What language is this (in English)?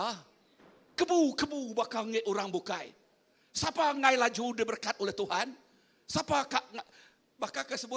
Iban